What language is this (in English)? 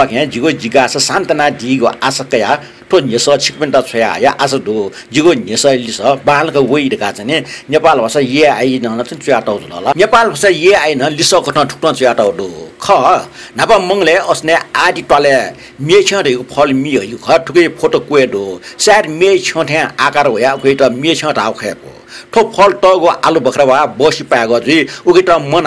Newari